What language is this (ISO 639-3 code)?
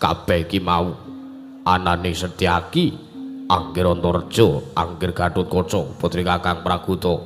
jav